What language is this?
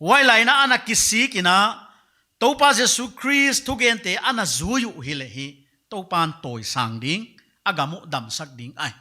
Paite Chin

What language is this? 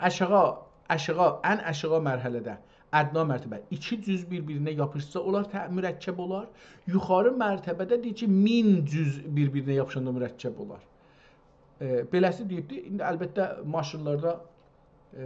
South Azerbaijani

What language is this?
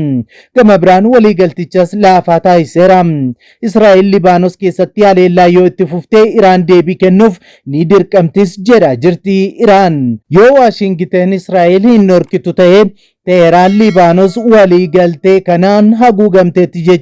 Oromo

